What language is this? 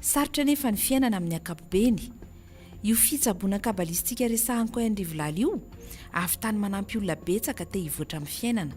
Malagasy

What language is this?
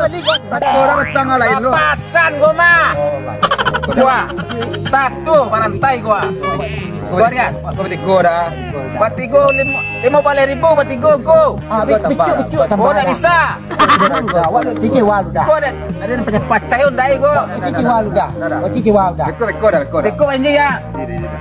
Minangkabau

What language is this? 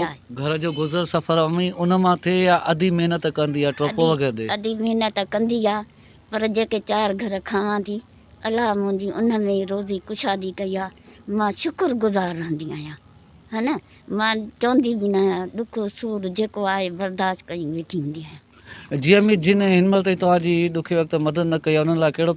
Sindhi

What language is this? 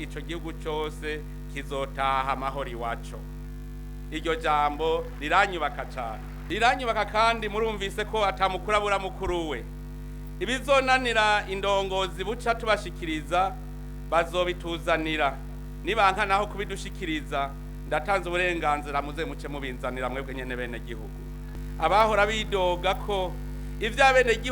Rundi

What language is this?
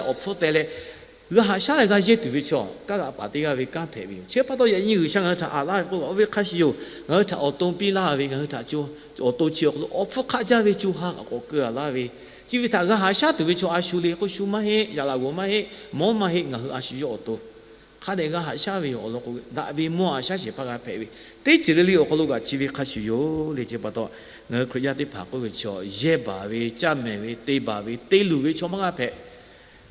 Lahu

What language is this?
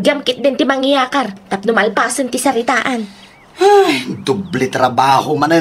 Iloko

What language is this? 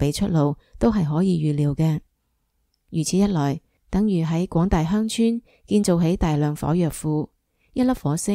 Cantonese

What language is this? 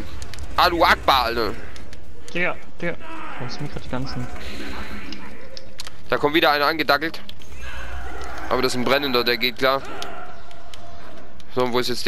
German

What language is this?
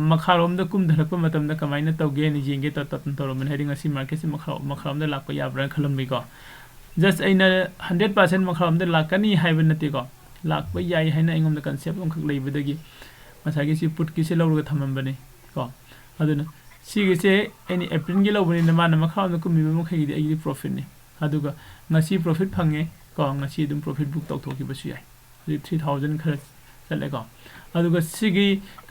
Manipuri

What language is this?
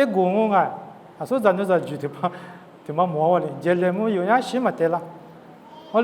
Lisu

